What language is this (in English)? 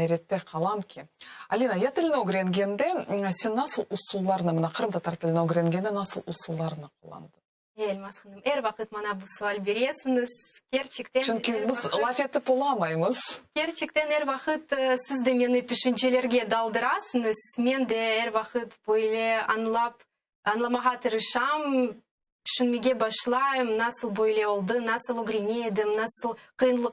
Crimean Tatar